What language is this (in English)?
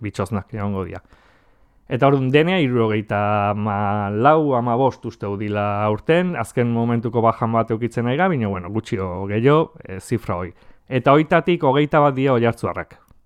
Basque